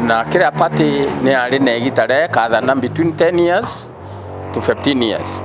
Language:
Meru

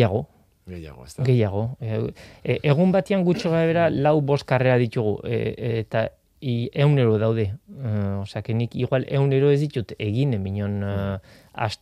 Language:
Basque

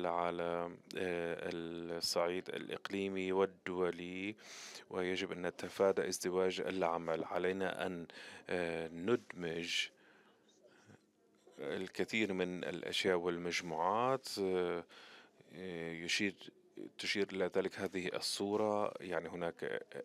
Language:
Arabic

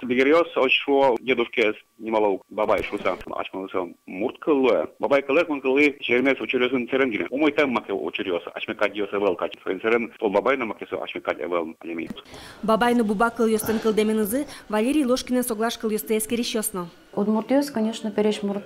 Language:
Udmurt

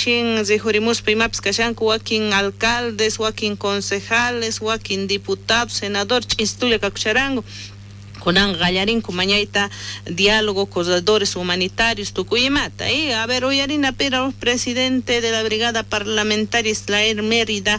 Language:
South Bolivian Quechua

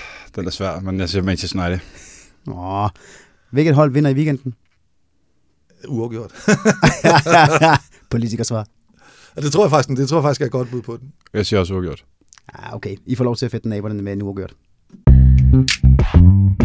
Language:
Danish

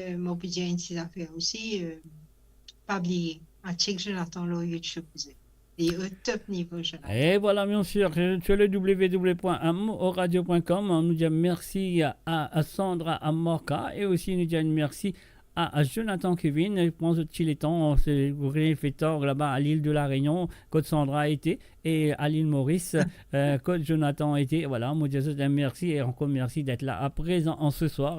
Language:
Morisyen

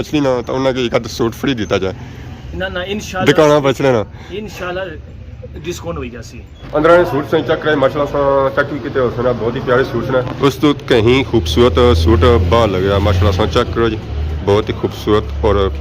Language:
Pahari-Potwari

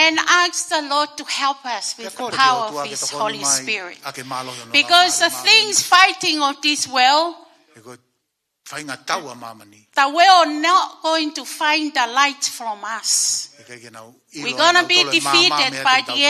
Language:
Tongan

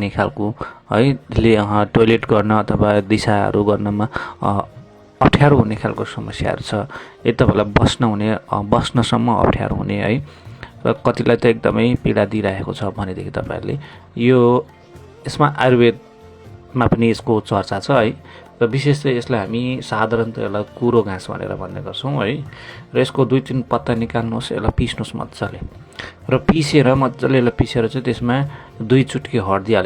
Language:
Nepali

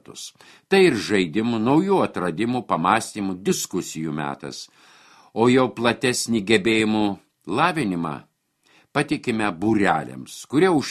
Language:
Lithuanian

